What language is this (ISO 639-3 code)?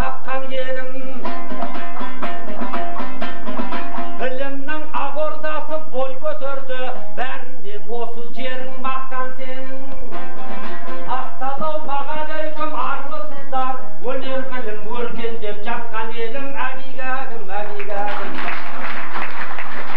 kaz